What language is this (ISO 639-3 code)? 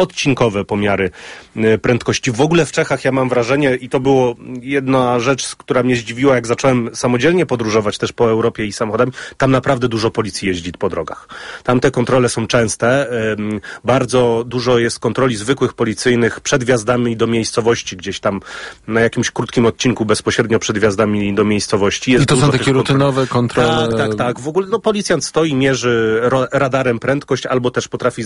pol